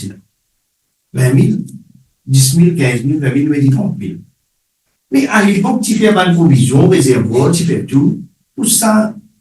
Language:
Morisyen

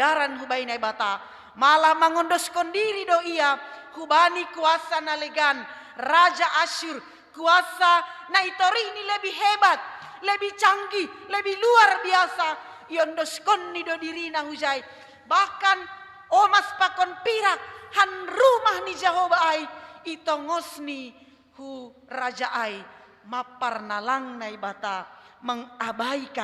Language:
Batak Simalungun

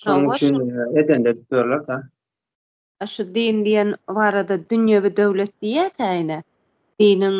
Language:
Turkmen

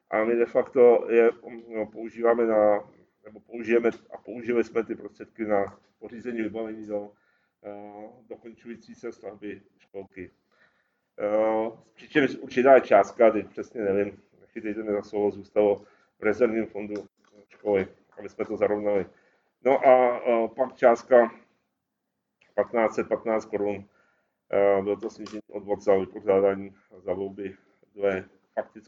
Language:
Czech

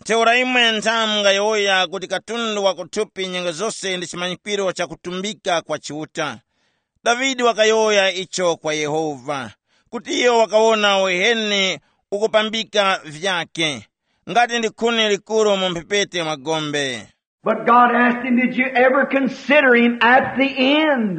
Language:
Tumbuka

